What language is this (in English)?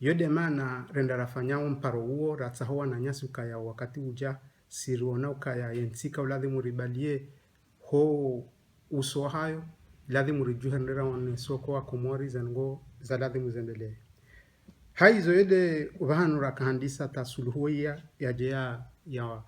Ngazidja Comorian